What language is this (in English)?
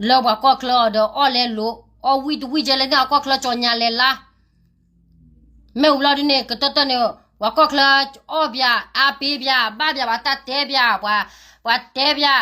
S'gaw Karen